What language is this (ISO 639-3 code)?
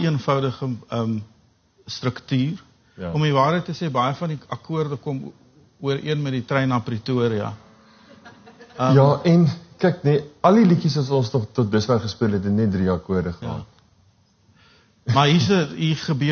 afr